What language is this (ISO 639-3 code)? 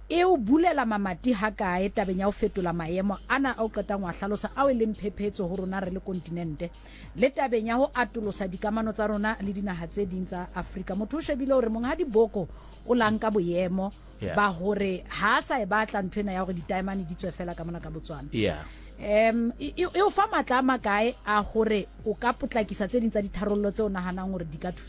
sot